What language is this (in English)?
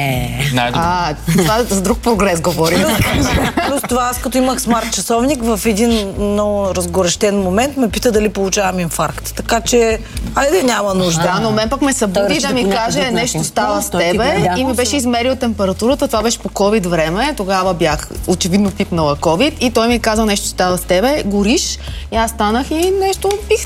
Bulgarian